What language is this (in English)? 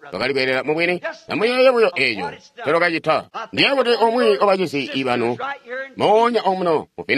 Tonga (Zambia)